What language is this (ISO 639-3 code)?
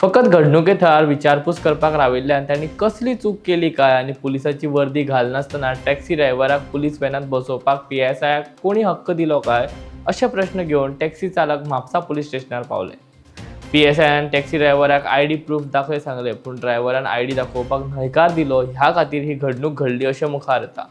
kok